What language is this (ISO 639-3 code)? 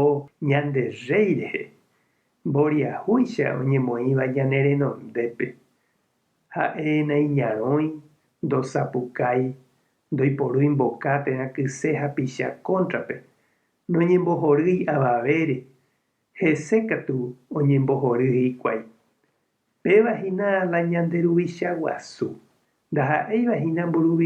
grn